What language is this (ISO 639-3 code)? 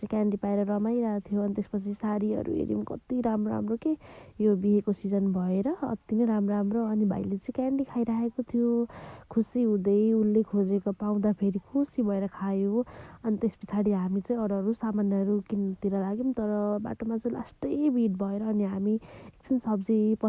nep